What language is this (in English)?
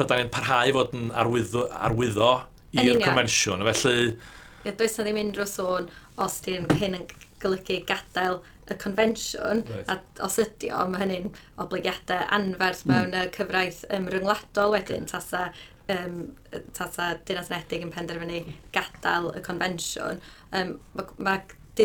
Welsh